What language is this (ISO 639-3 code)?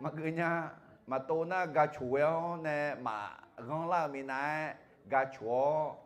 ahk